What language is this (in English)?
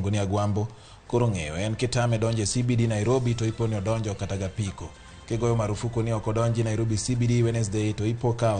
Luo (Kenya and Tanzania)